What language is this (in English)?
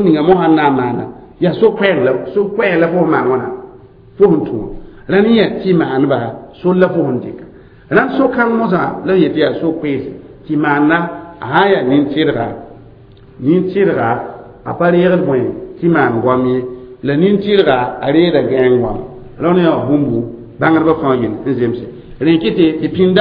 Mossi